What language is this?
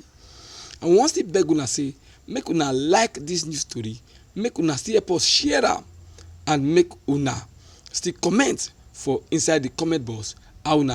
Nigerian Pidgin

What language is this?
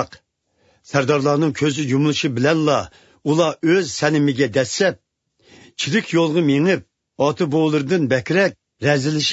Uyghur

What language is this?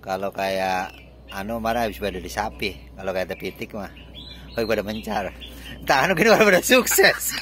Betawi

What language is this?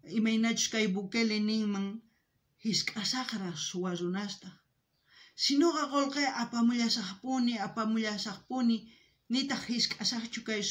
South Bolivian Quechua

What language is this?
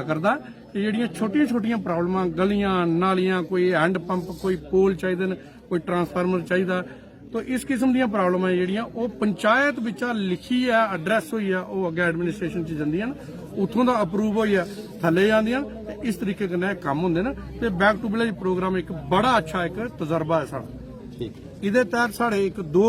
Dogri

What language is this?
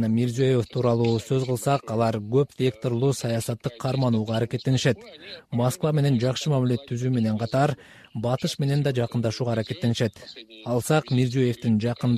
Kyrgyz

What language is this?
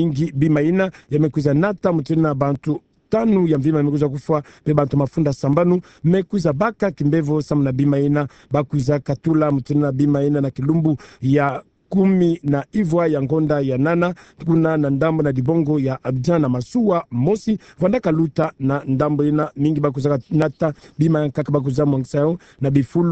Kituba (Democratic Republic of Congo)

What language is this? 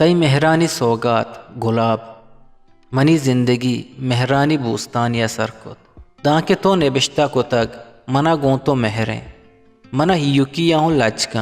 Eastern Balochi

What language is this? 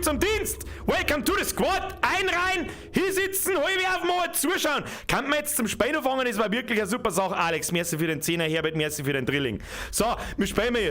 Bavarian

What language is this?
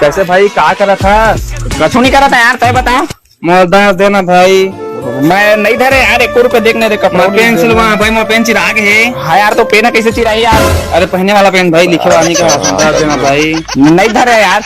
Chhattisgarhi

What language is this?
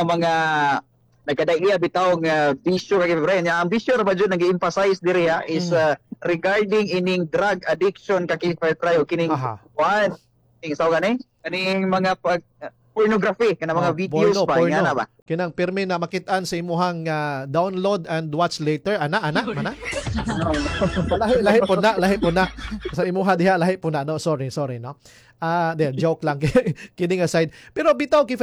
Cebuano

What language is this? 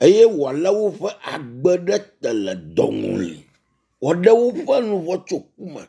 Ewe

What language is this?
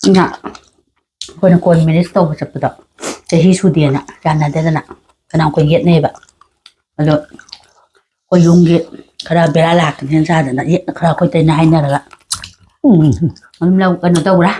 Manipuri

